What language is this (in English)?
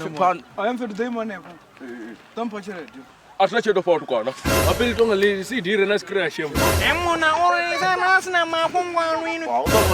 Venda